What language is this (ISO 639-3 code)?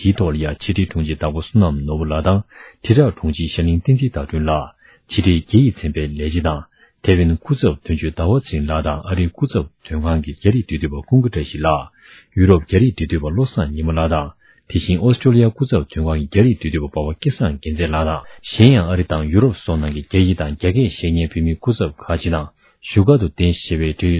bod